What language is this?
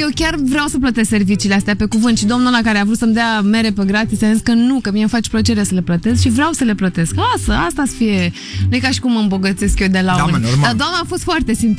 Romanian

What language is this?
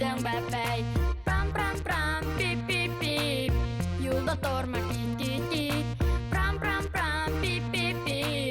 Bashkir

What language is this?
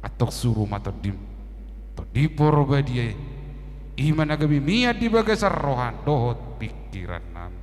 Batak Toba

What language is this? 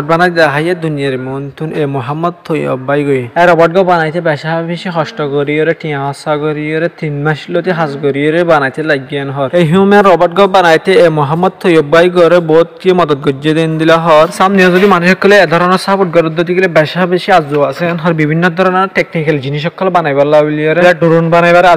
Rohingya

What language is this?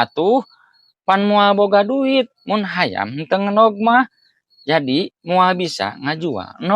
Sundanese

